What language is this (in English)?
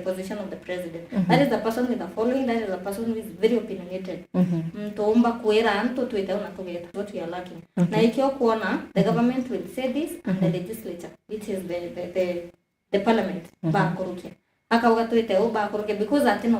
Meru